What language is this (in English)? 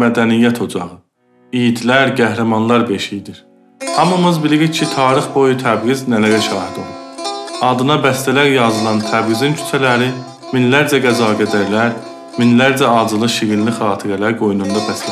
South Azerbaijani